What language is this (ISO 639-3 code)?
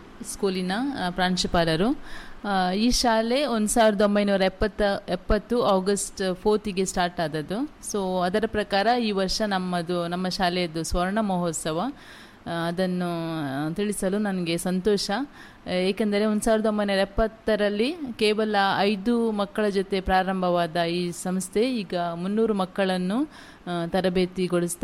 kan